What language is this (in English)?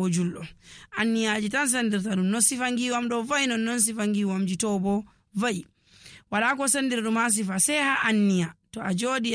Nigerian Fulfulde